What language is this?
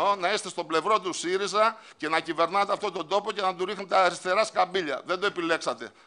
Greek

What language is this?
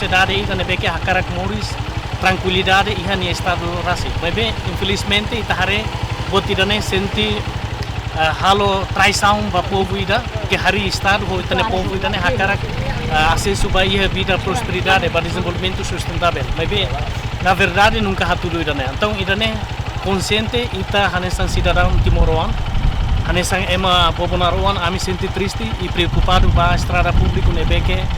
Tetum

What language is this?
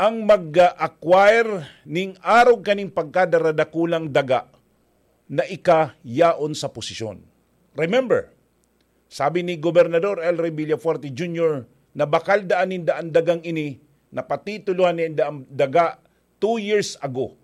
Bikol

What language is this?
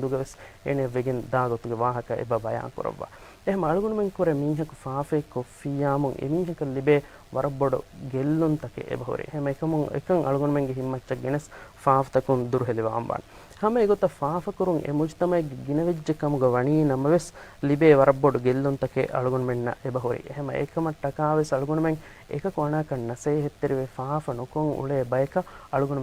Divehi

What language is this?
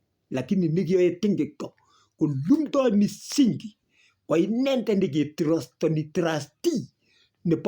Kalenjin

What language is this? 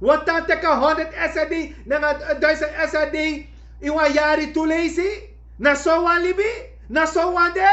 Sranan Tongo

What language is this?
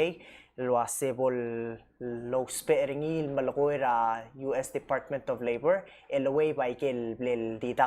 Palauan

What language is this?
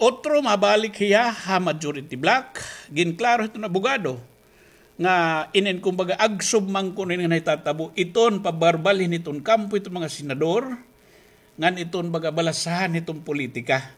Waray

